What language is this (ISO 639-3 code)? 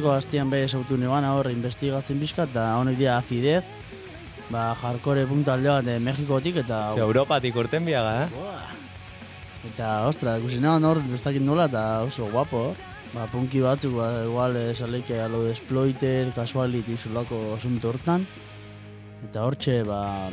eus